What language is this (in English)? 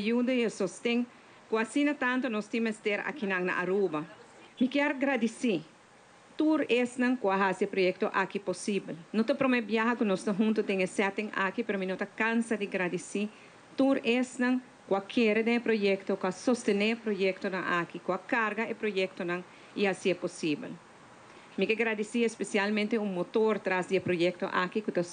Papiamento